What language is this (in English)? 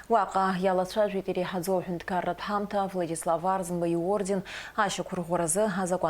Abkhazian